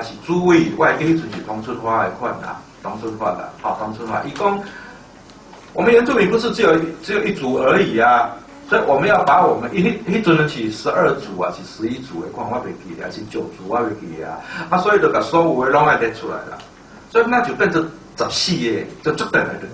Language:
Min Nan Chinese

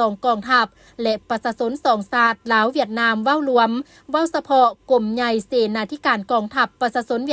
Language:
Lao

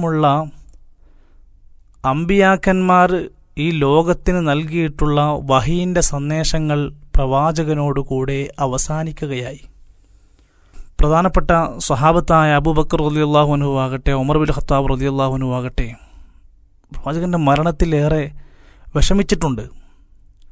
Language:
Malayalam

